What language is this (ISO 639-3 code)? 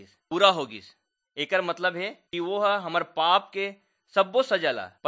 hne